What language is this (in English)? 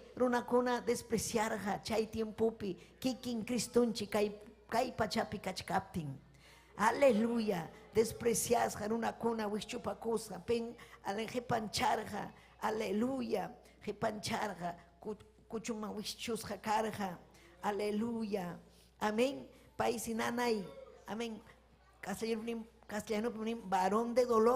Ayacucho Quechua